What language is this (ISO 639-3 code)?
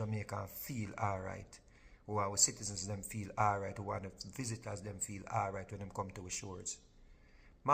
jam